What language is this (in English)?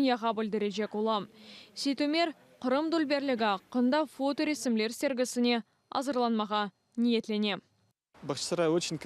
Crimean Tatar